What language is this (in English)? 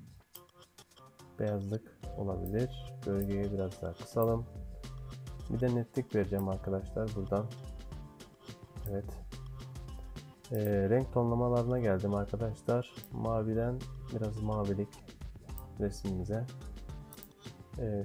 Turkish